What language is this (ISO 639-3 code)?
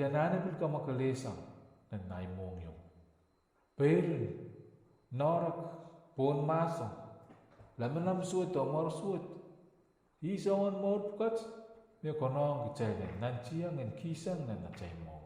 pon